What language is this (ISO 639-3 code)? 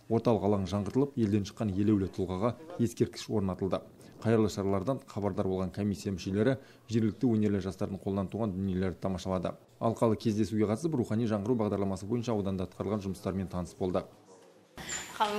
kaz